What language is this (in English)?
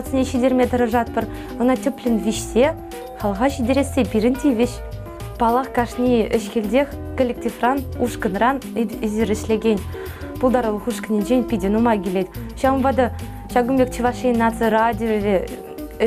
Chuvash